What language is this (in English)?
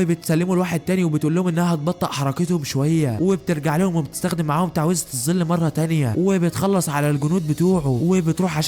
Egyptian Arabic